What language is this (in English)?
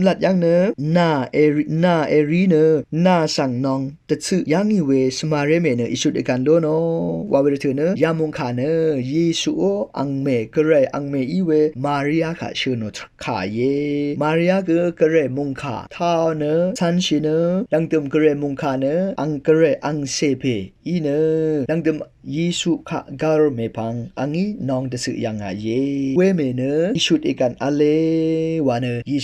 Rawang